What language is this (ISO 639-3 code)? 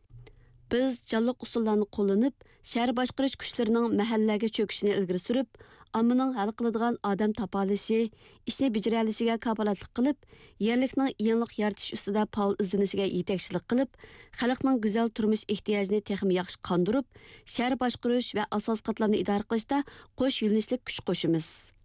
uig